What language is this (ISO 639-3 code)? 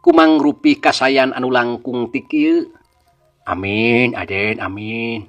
sun